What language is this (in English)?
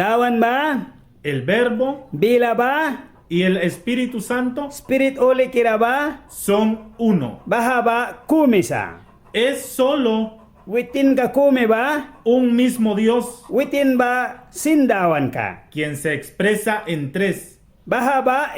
Mískito